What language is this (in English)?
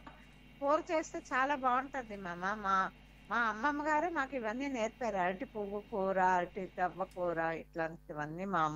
Telugu